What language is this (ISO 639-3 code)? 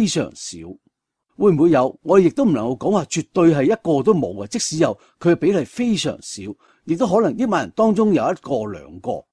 yue